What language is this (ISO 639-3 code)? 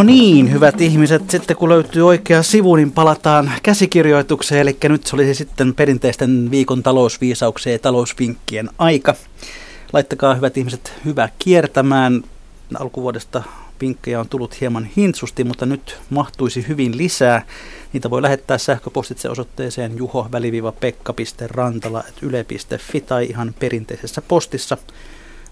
fin